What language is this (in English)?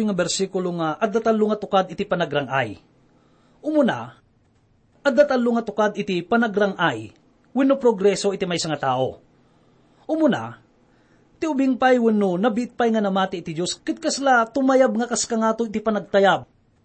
Iloko